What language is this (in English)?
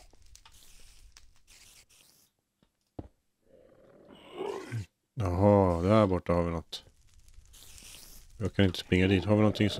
Swedish